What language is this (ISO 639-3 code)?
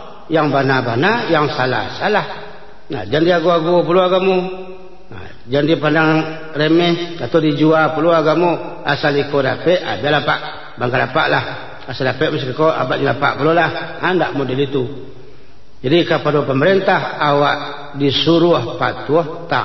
min